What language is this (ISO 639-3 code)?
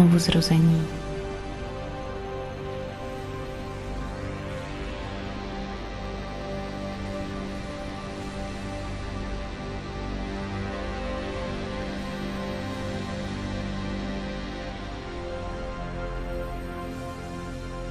ces